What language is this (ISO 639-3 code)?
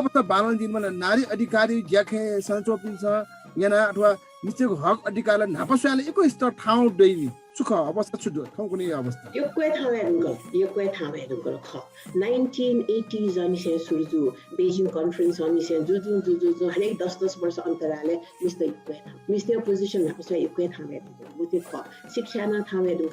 new